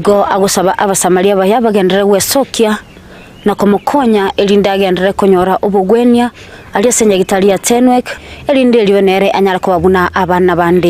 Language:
Gusii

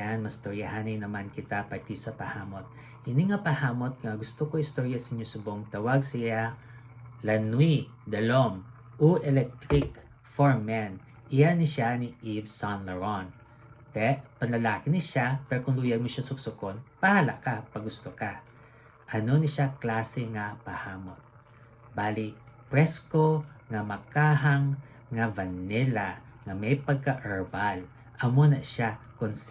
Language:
Hiligaynon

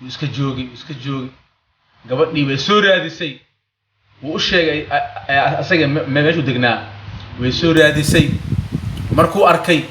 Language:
Somali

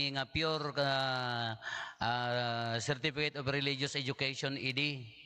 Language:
Iloko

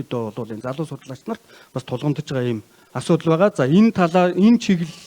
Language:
Mongolian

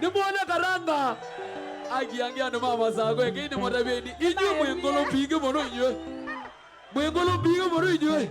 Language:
Kamba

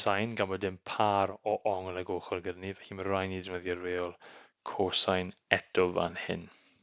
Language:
Welsh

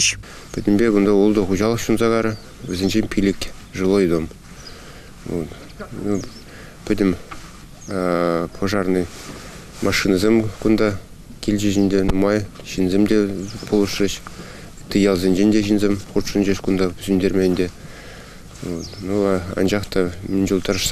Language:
Chuvash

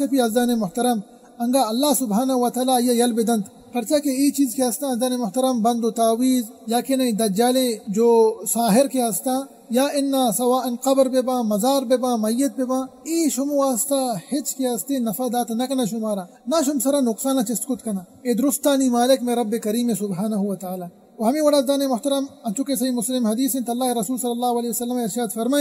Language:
Baluchi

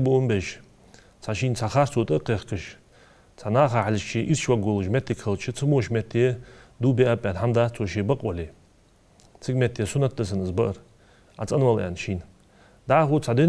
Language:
Ingush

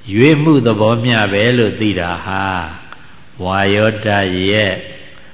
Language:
Burmese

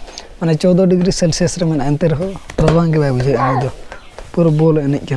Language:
Santali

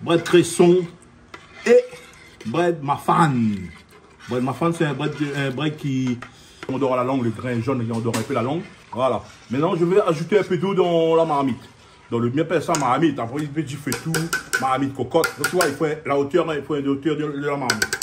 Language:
Réunion Creole French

